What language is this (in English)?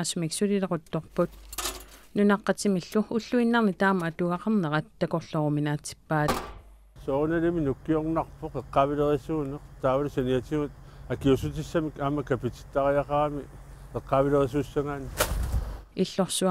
Kalaallisut